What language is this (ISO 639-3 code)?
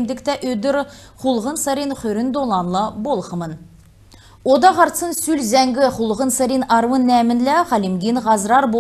xal